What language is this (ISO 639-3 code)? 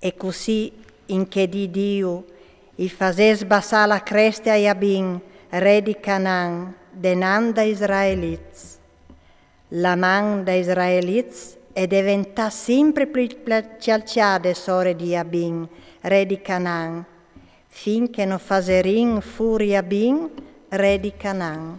fur